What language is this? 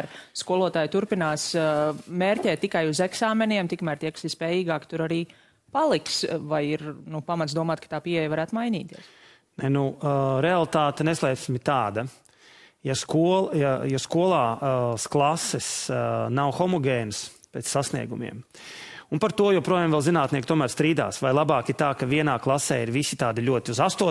Latvian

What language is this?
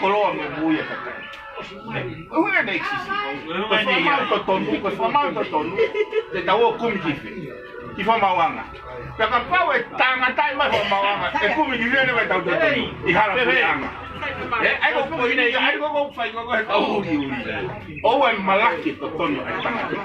Tongan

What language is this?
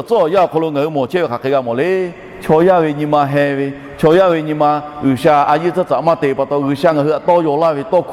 Lahu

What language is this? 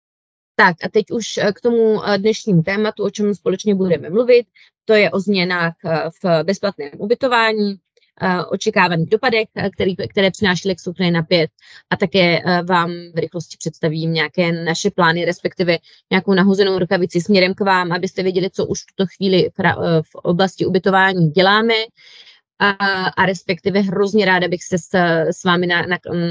Czech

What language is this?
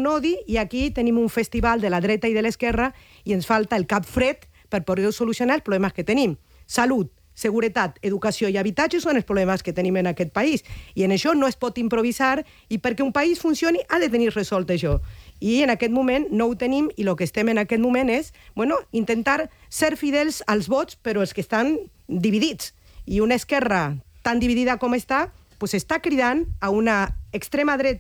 Catalan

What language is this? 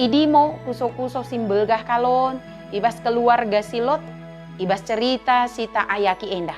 Batak Dairi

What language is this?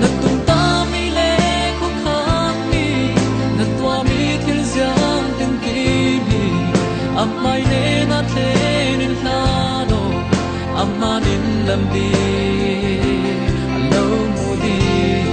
Falam Chin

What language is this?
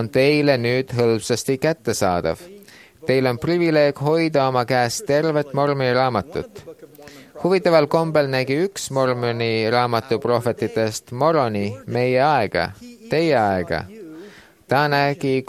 Estonian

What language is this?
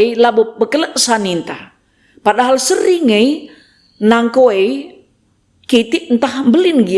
Batak Karo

